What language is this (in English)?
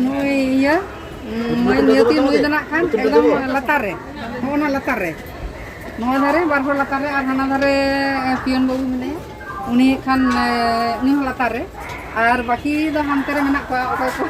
Santali